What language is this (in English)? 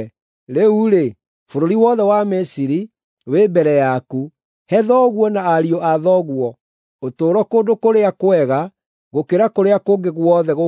Kikuyu